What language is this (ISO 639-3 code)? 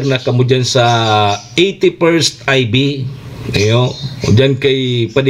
bik